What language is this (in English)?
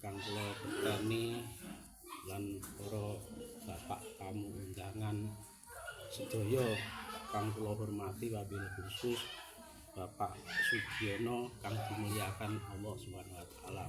Javanese